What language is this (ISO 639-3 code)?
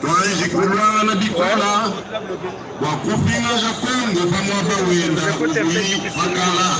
lua